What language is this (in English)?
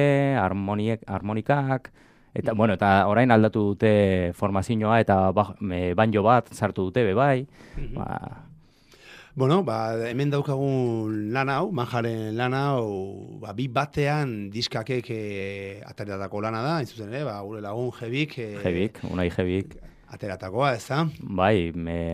Basque